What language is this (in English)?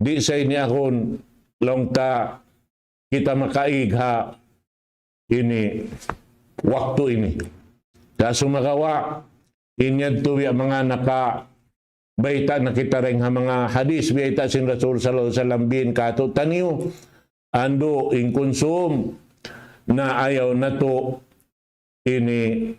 Tausug